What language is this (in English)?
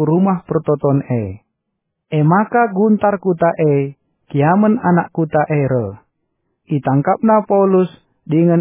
Batak Karo